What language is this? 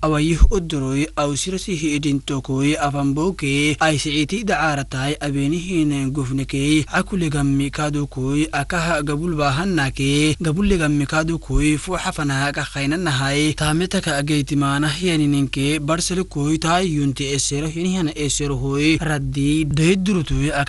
Afar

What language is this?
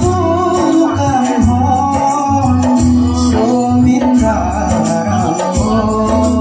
Karbi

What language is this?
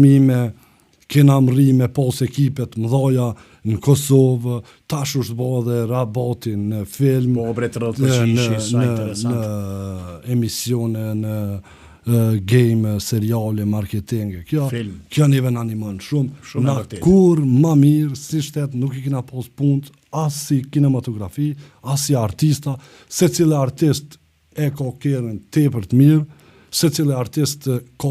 Albanian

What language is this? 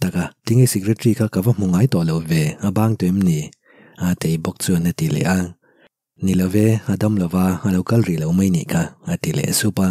Mizo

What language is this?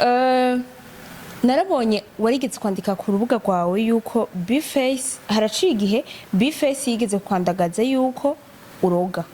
Rundi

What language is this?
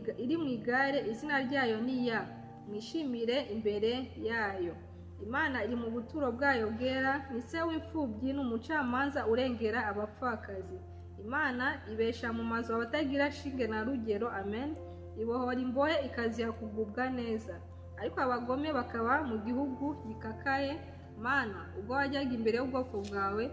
Kinyarwanda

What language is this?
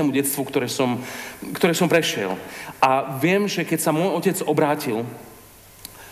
Slovak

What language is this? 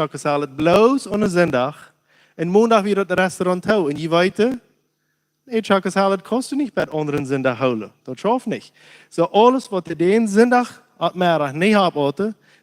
Plautdietsch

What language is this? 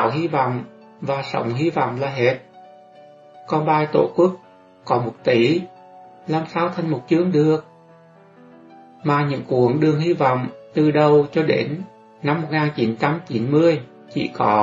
Vietnamese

